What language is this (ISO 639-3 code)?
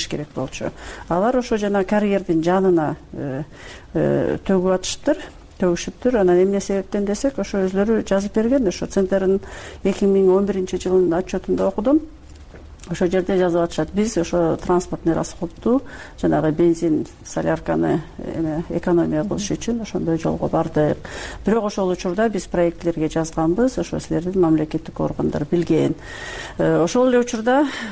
kir